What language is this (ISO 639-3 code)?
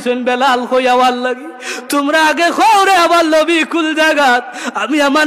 syl